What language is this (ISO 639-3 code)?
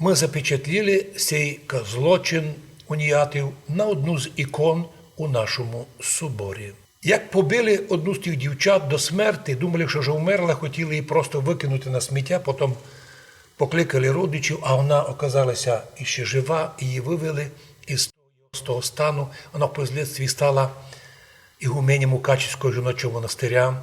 rue